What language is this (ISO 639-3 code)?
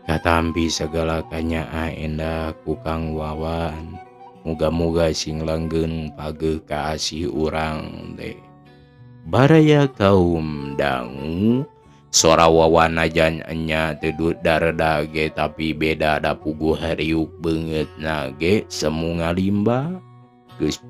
sun